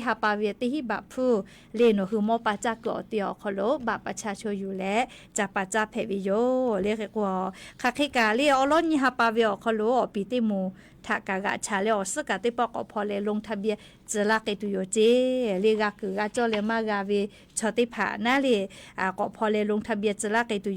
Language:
Lahu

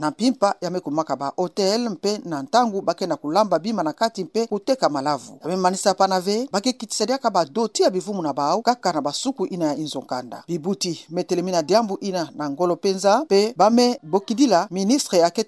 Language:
Kituba (Democratic Republic of Congo)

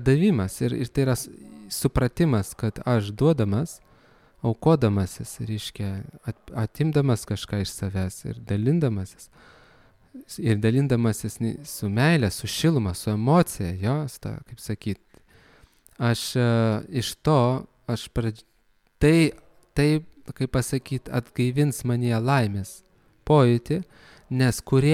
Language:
Lithuanian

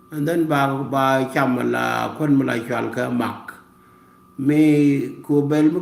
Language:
Nuer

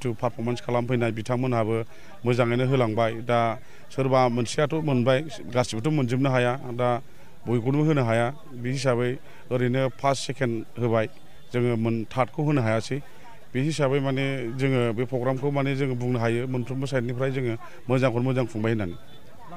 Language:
Bodo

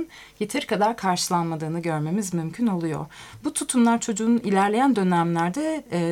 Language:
Turkish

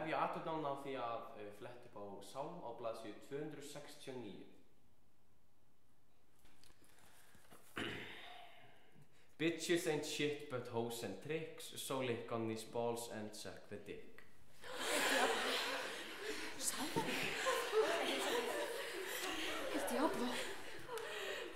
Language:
Icelandic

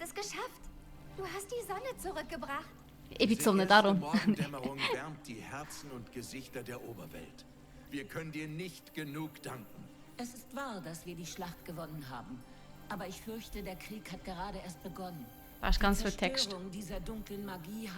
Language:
Swiss German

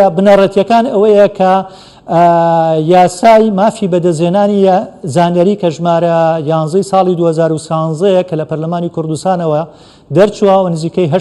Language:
Central Kurdish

